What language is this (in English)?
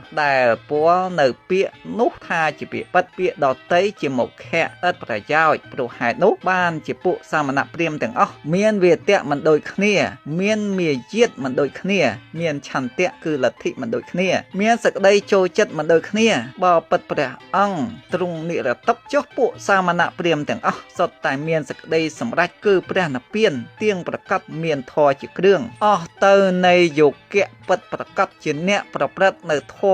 Khmer